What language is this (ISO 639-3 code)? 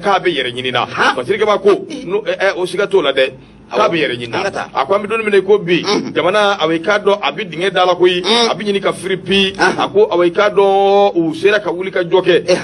bam